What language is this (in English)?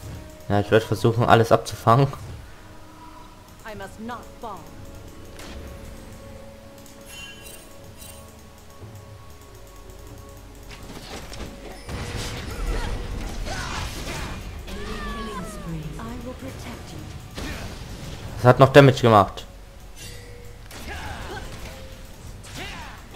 German